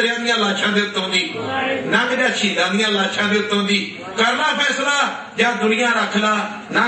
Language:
Punjabi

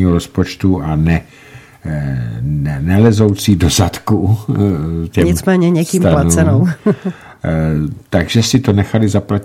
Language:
Czech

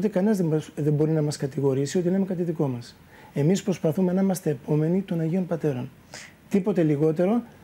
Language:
Greek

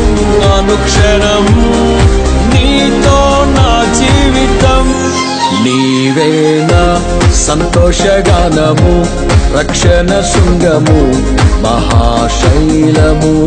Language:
Telugu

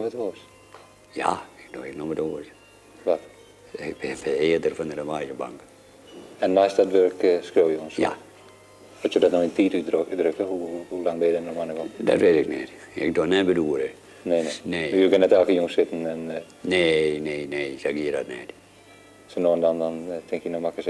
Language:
Western Frisian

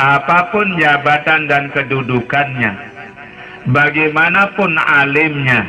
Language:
Sasak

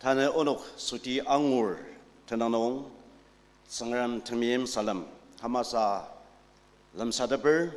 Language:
Ao Naga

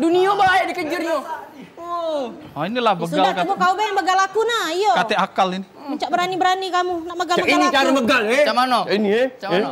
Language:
Musi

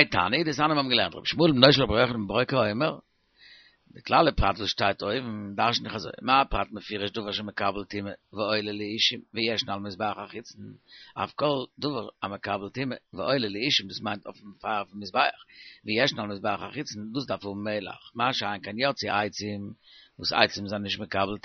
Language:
Yiddish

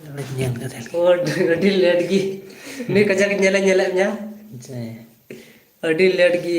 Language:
Santali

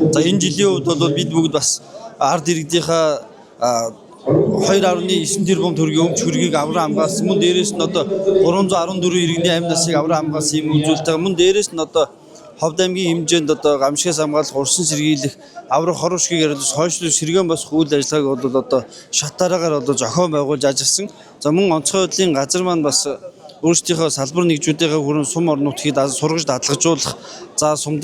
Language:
Mongolian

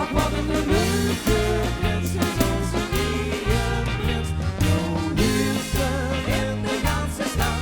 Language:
Limburgish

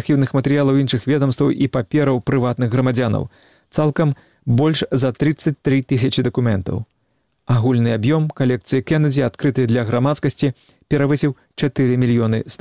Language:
Belarusian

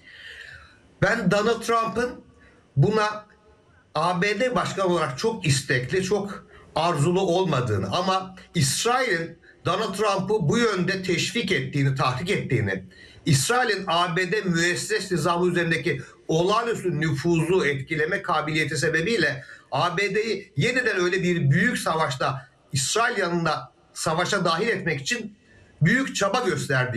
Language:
Turkish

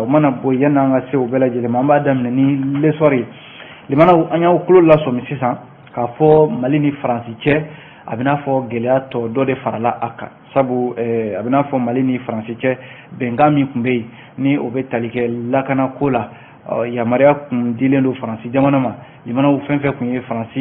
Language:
Bambara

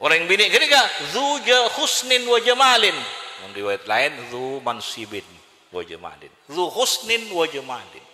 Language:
Madurese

